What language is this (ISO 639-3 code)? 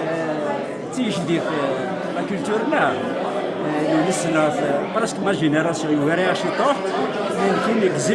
kab